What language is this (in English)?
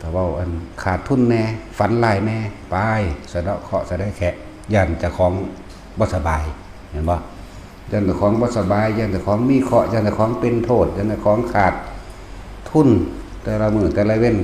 Northeastern Thai